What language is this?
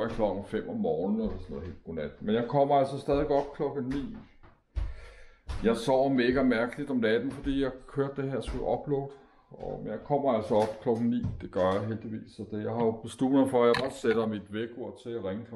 Danish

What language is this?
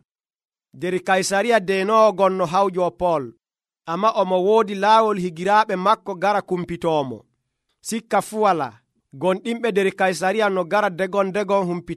Nigerian Fulfulde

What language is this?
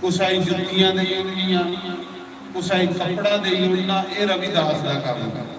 Dogri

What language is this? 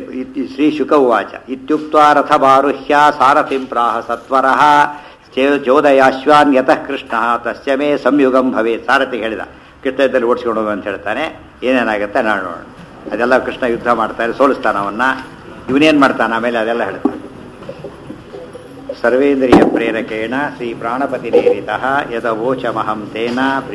Kannada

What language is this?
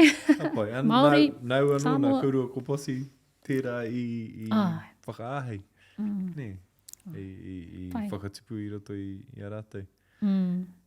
Māori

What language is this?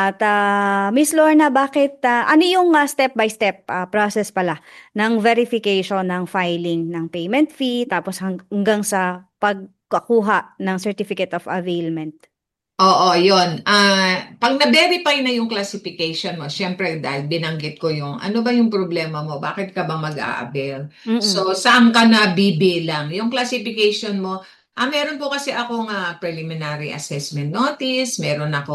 Filipino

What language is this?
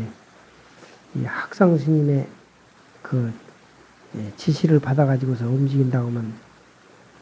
Korean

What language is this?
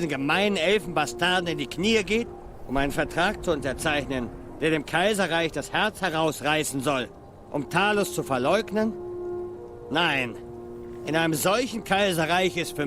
Swiss German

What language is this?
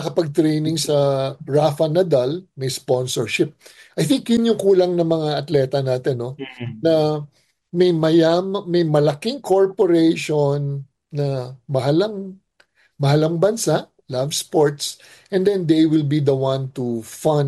Filipino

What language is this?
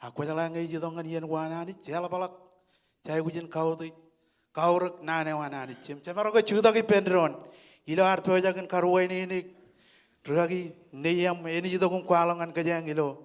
Marshallese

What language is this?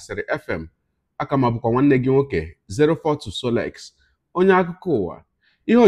Igbo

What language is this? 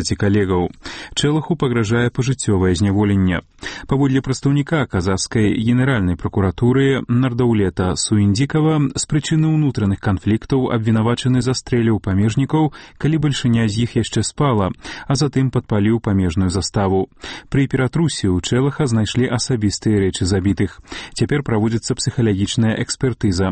Belarusian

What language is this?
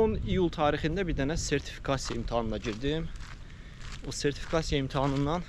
Azerbaijani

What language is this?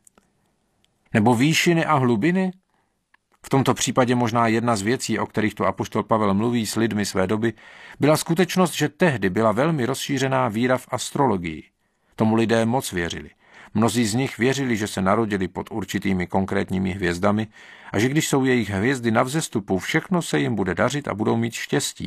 Czech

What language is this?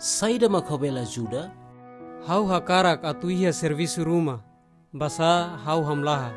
Tetum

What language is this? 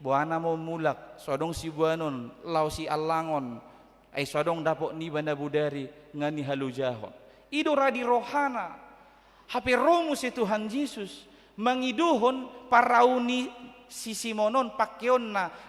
Batak Toba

